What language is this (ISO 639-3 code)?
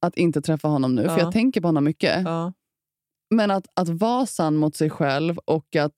swe